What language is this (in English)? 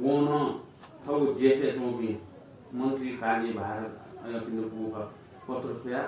Newari